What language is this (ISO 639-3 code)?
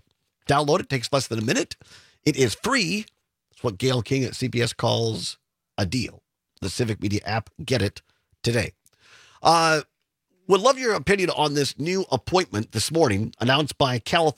eng